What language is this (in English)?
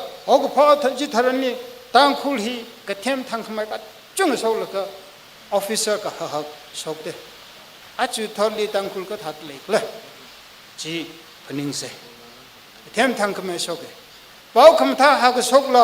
Tangkhul Naga (India)